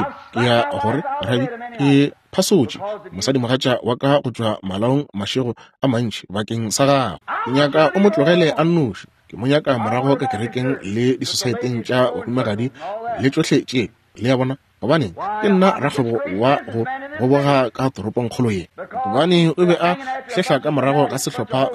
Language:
Northern Sotho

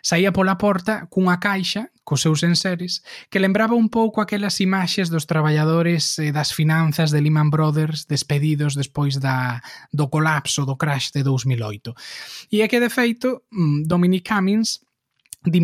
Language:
Galician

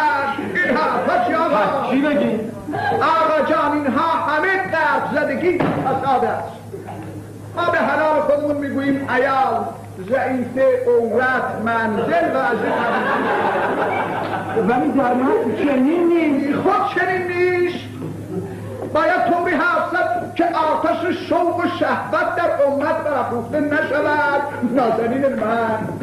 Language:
Persian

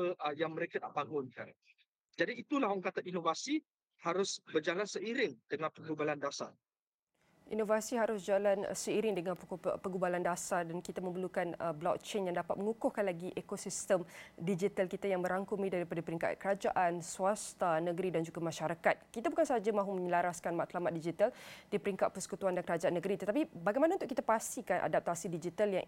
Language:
Malay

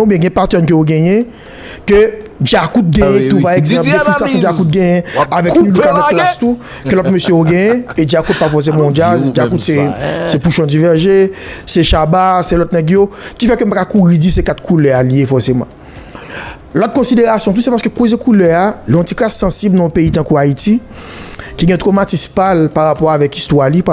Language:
Haitian Creole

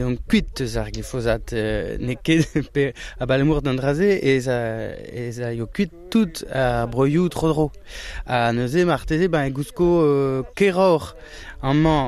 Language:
Breton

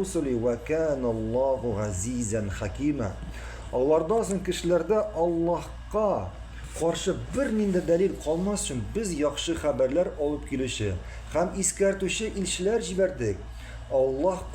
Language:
Tatar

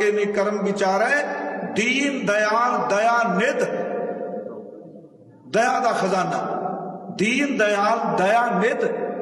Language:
Punjabi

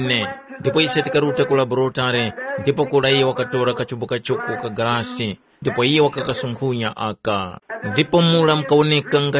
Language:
Tumbuka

